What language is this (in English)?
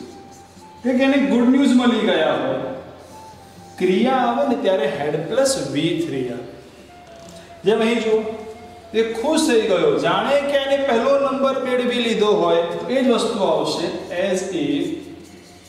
Gujarati